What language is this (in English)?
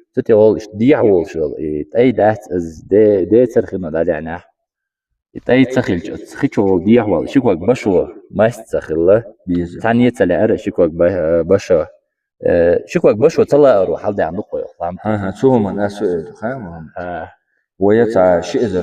Chechen